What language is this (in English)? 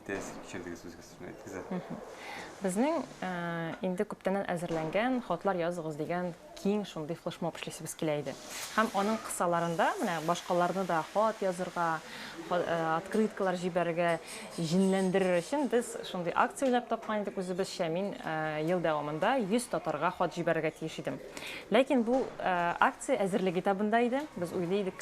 Tatar